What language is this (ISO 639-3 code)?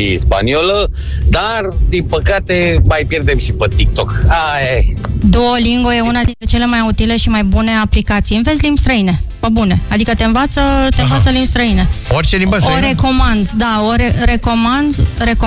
ron